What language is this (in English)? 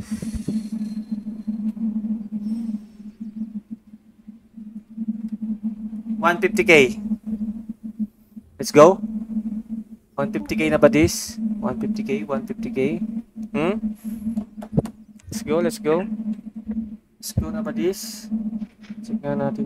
Filipino